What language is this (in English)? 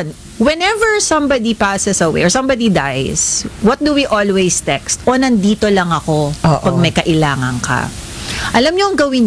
Filipino